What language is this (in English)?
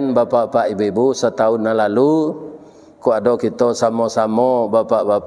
Minangkabau